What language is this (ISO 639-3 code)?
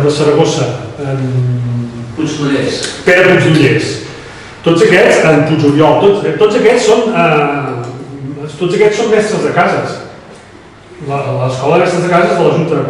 cat